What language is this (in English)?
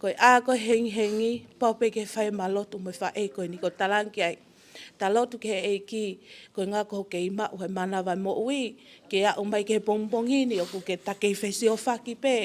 Tongan